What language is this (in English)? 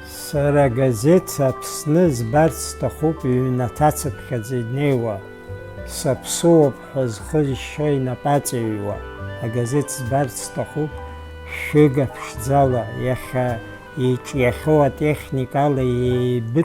Abkhazian